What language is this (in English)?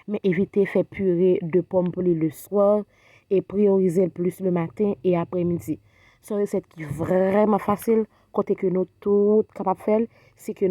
Haitian Creole